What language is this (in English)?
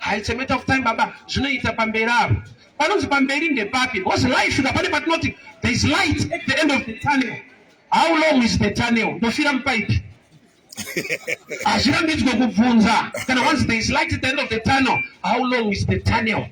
Shona